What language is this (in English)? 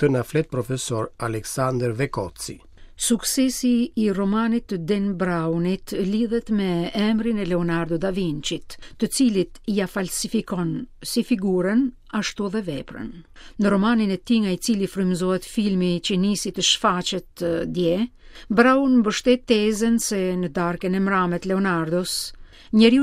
Albanian